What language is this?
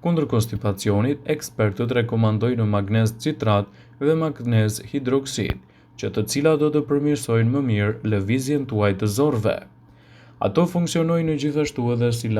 Albanian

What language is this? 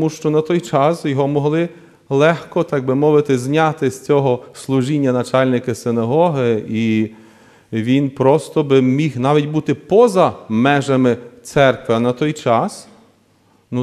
Ukrainian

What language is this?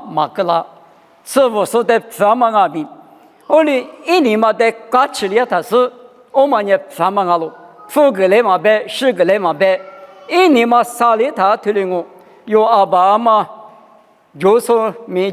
Lisu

